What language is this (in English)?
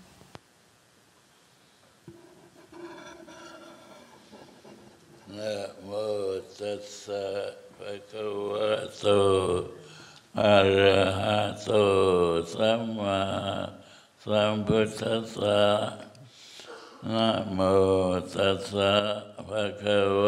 Thai